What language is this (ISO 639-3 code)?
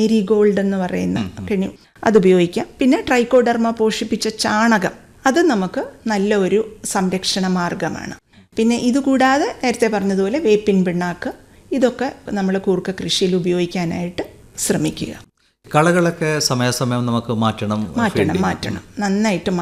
mal